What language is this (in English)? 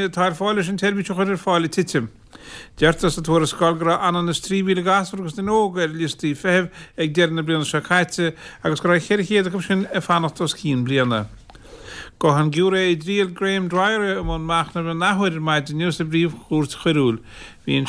Irish